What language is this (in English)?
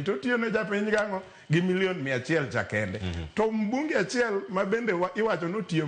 Luo (Kenya and Tanzania)